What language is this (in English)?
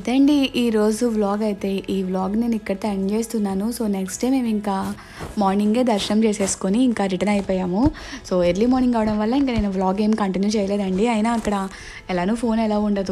Telugu